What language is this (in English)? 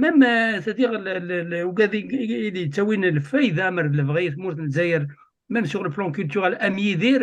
Kabyle